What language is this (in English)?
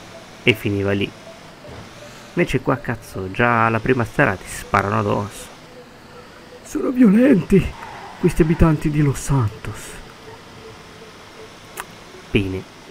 Italian